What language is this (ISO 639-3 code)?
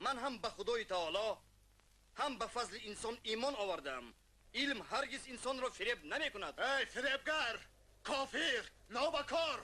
tgk